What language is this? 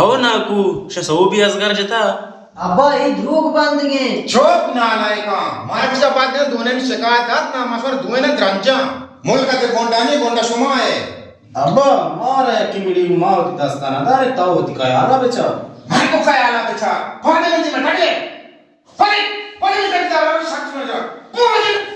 Baluchi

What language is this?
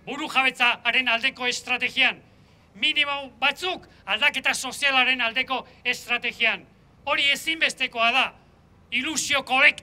Basque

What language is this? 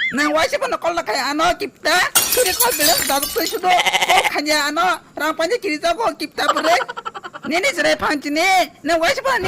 Kok Borok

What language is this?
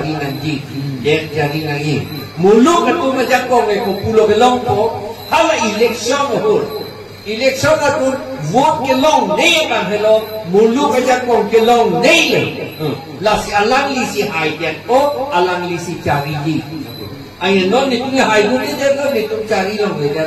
Karbi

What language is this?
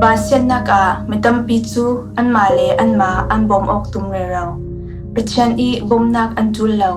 Falam Chin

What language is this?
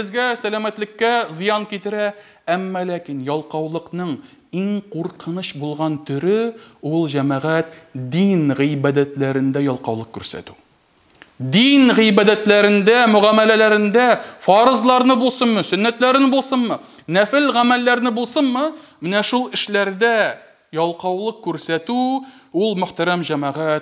Tatar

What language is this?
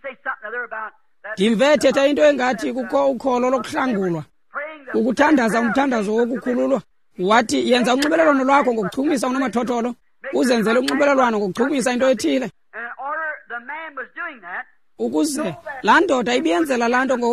Xhosa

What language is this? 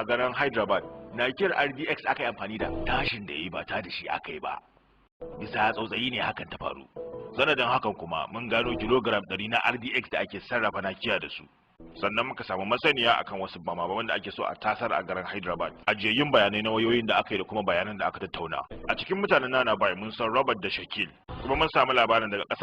Hausa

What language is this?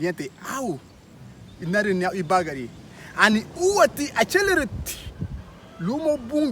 Garifuna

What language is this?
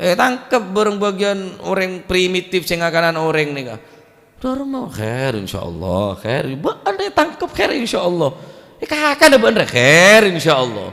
Madurese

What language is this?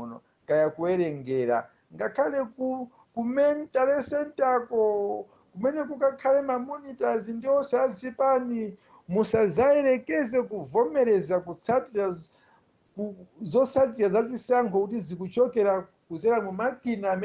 Nyanja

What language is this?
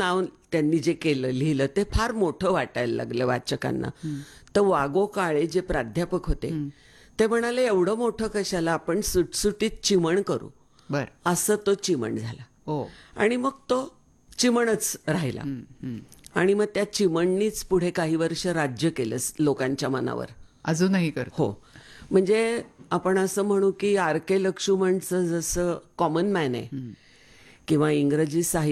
Marathi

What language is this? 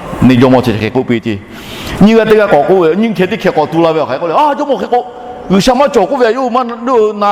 Lahu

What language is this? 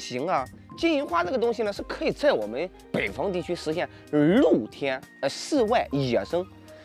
Chinese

